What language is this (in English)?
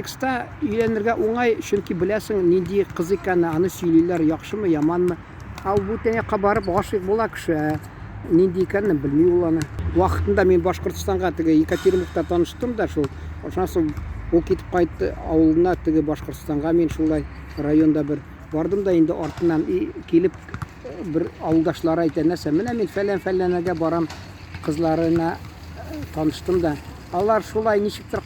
Tatar